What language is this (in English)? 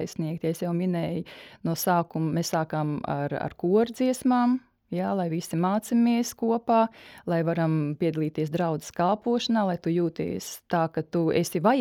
Latvian